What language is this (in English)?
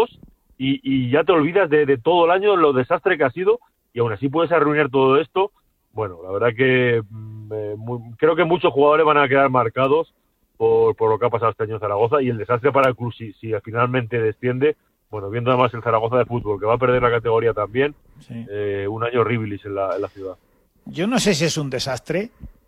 Spanish